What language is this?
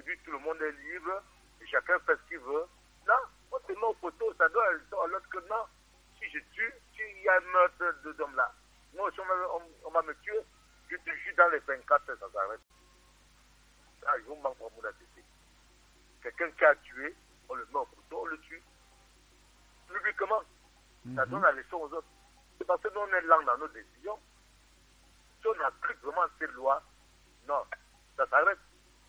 French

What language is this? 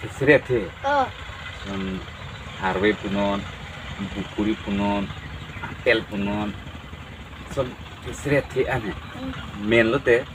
Karbi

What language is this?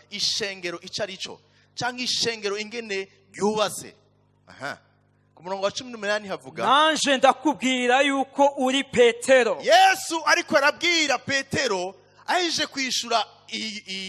Rundi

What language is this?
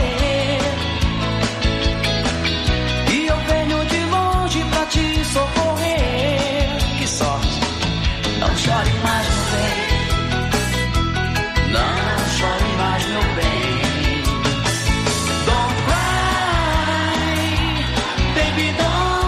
Portuguese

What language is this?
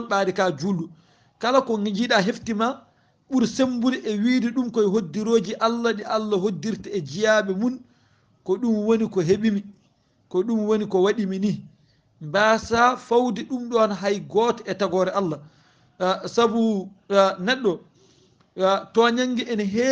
Fula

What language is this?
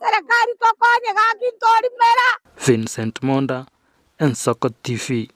Gusii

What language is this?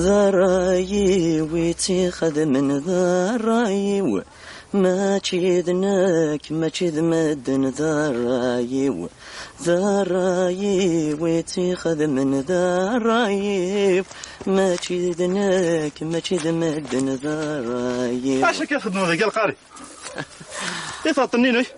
Kabyle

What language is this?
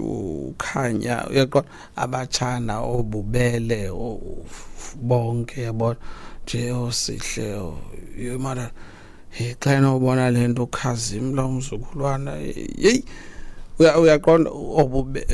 Xhosa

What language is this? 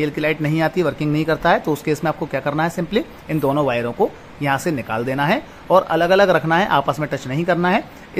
Hindi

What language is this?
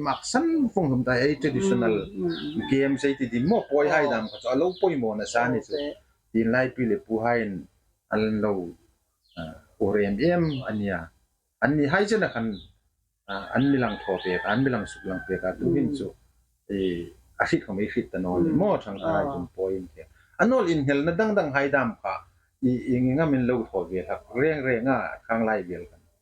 Hmar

